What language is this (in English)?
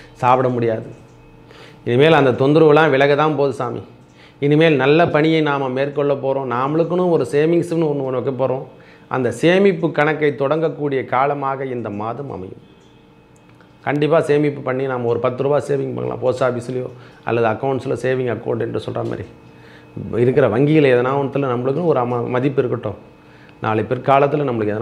Tamil